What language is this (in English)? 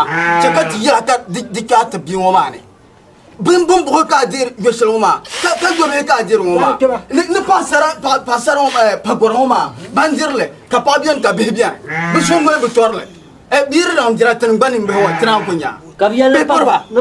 Dagbani